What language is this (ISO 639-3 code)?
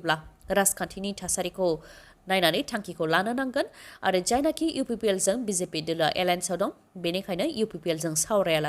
brx